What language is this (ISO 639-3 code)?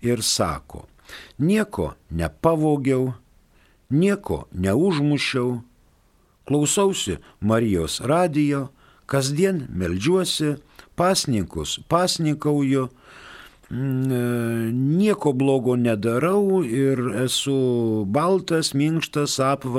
lit